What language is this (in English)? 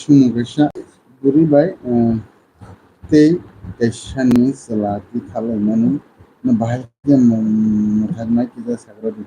Kok Borok